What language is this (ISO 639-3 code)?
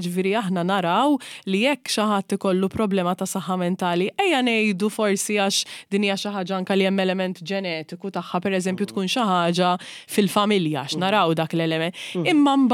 mlt